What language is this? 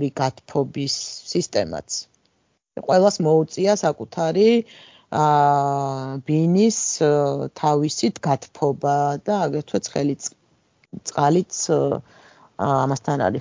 Georgian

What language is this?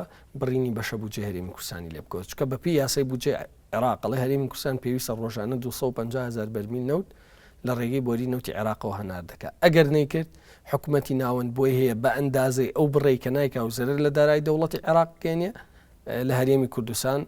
Central Kurdish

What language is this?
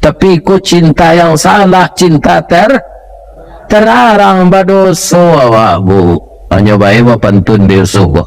Minangkabau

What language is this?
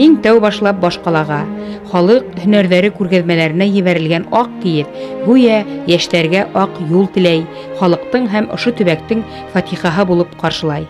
Bashkir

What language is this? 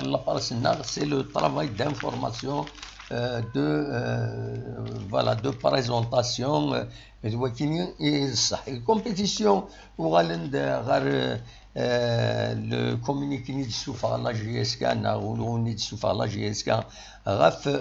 Kabyle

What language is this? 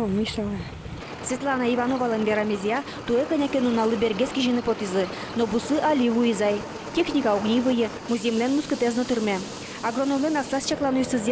Udmurt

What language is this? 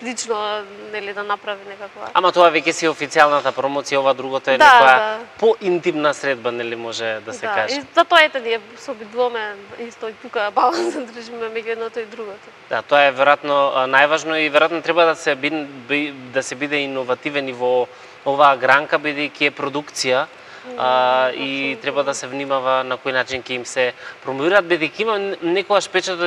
Macedonian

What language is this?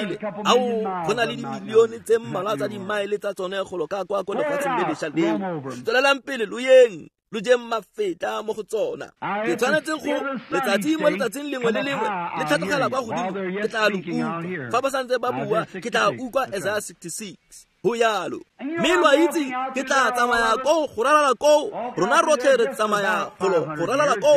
Tswana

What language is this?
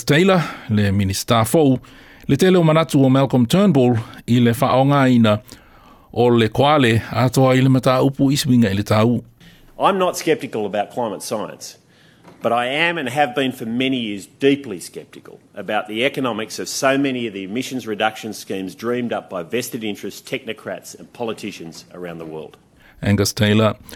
Samoan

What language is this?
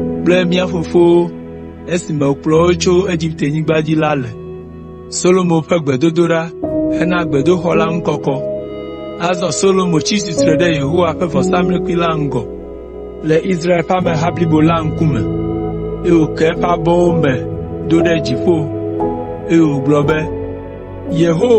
Ewe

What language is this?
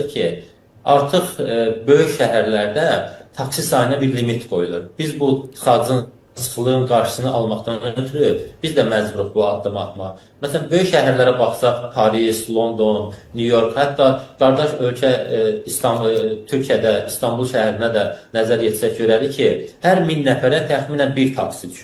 Azerbaijani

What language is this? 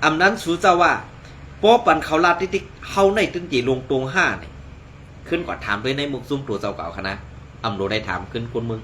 Shan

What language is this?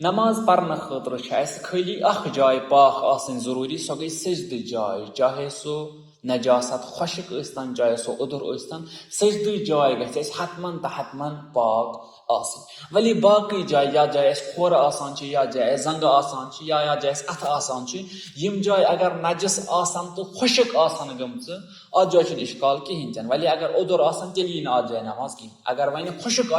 Kashmiri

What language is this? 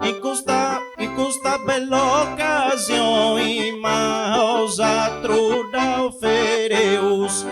Sardinian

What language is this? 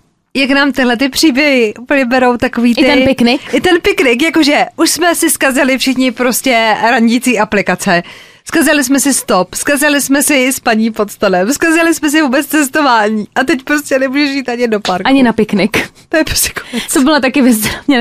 Czech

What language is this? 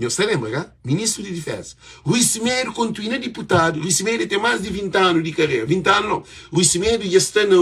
Kabuverdianu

